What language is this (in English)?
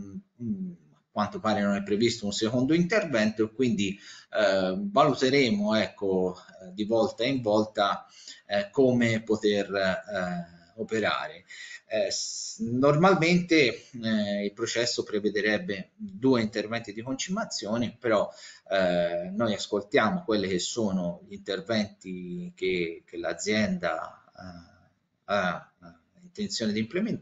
Italian